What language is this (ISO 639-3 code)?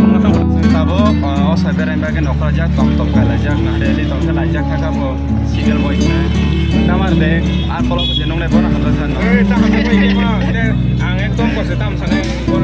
trp